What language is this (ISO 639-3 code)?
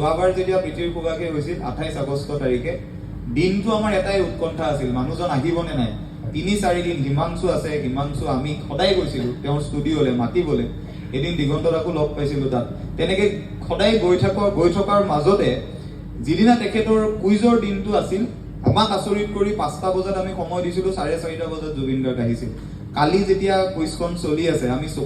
asm